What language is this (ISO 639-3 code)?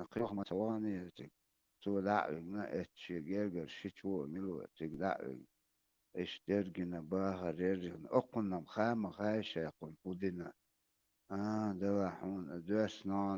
che